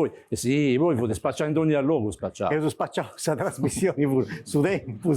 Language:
Sardinian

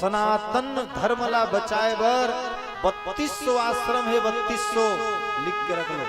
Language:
Chhattisgarhi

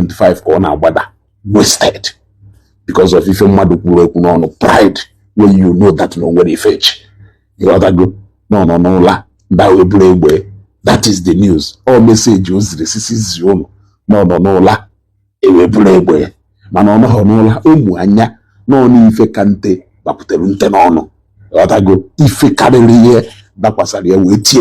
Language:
Igbo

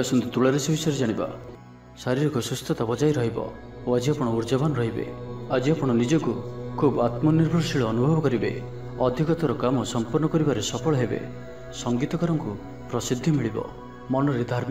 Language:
Odia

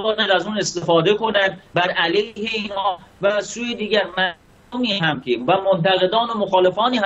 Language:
Persian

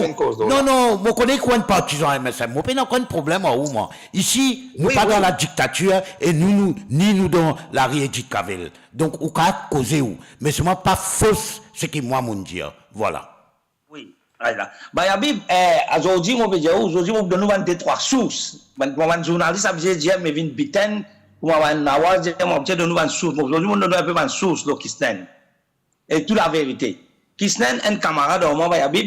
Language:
Morisyen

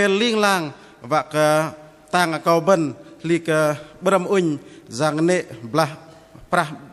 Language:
Bahnar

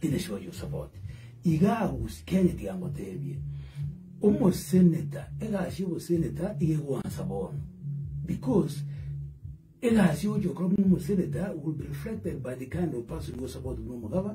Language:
Gusii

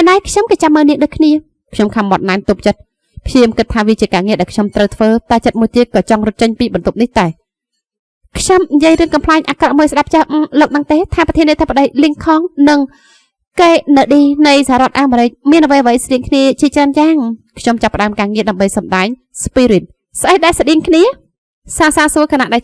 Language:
Khmer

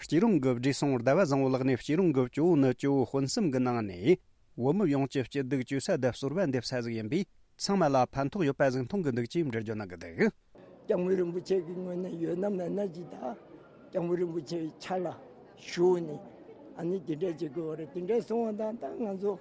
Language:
Tibetan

